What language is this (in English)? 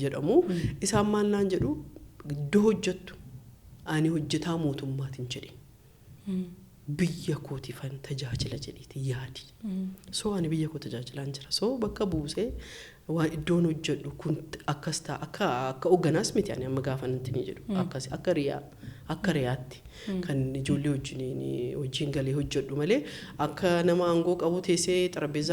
Oromo